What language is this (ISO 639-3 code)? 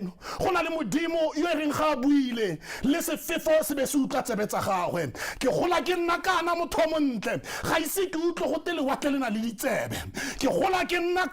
tsn